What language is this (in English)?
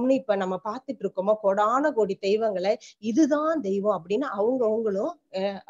Tamil